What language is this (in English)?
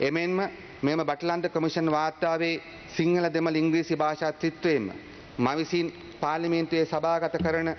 Sinhala